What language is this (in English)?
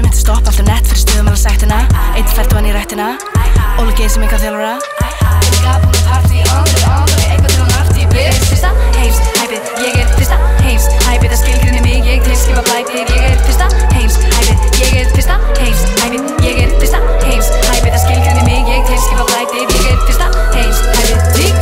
Icelandic